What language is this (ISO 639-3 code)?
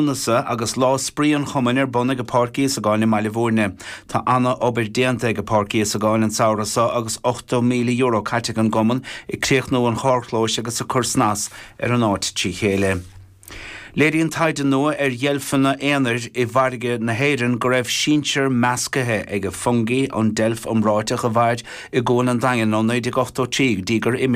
gle